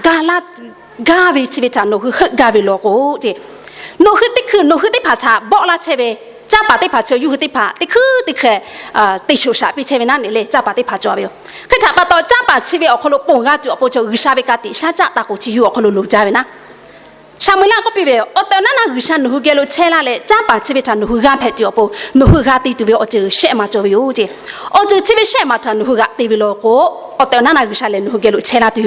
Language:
Lahu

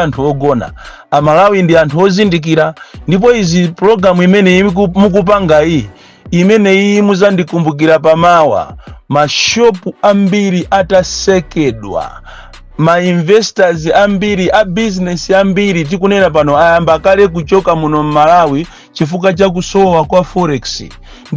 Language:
Nyanja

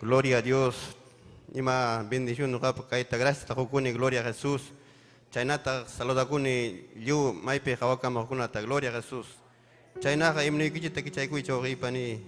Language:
Ayacucho Quechua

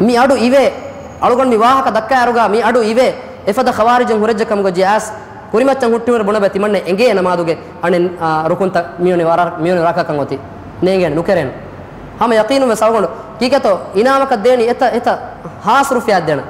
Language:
Divehi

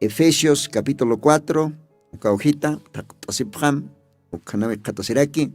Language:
Aymara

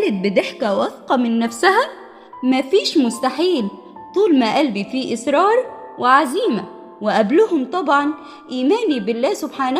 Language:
Egyptian Arabic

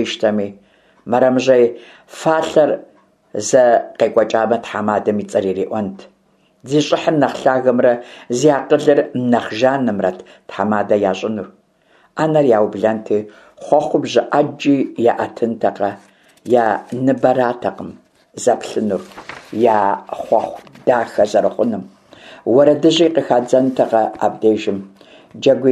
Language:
Kabardian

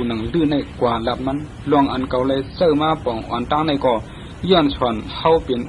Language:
Shan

